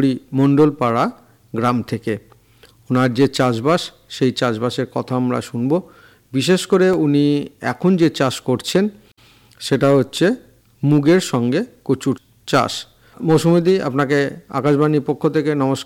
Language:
Bangla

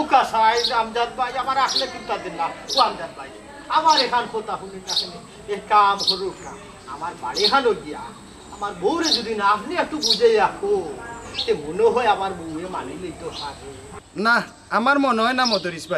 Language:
Sylheti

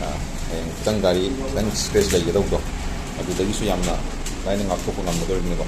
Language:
Manipuri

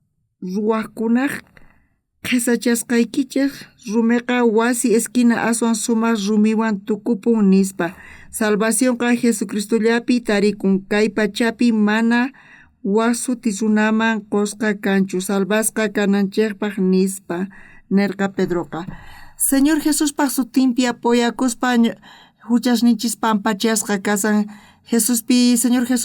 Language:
South Bolivian Quechua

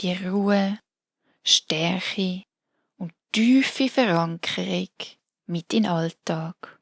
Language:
Swiss German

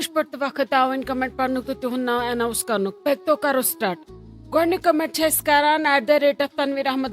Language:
Kashmiri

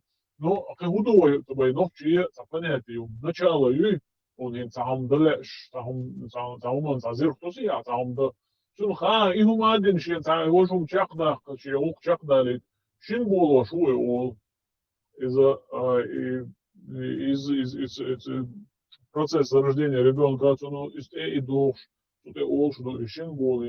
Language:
Chechen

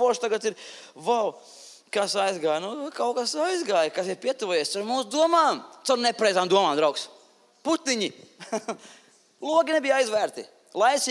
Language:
Latvian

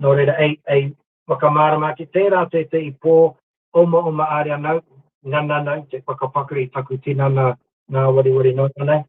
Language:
Māori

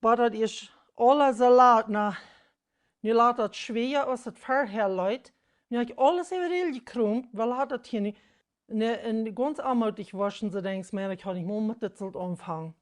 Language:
Plautdietsch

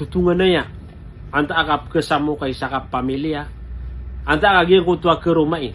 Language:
Maranao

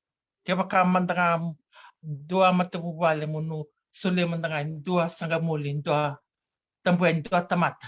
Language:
Fijian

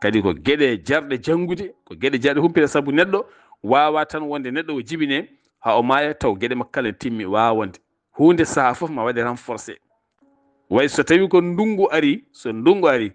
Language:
Fula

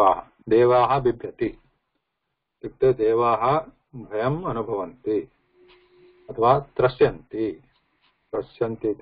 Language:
Sanskrit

